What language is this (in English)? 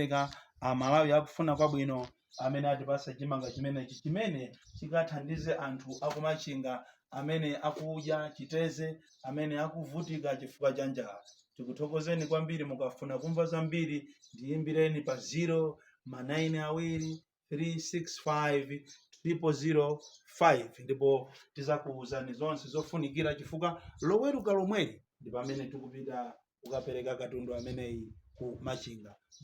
Nyanja